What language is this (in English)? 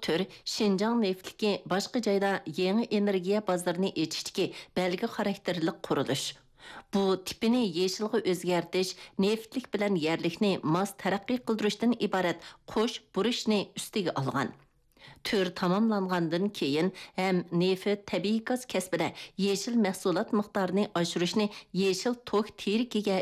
Uyghur